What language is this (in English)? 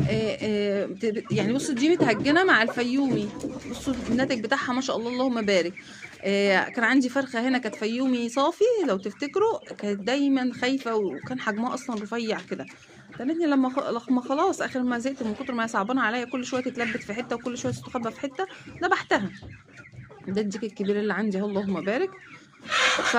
Egyptian Arabic